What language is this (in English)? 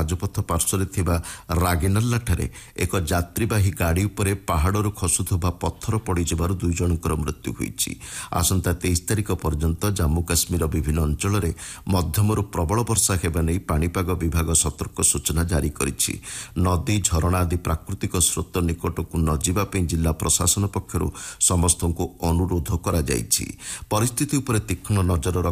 Odia